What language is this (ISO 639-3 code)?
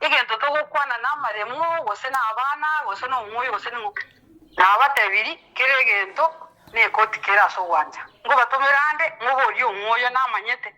guz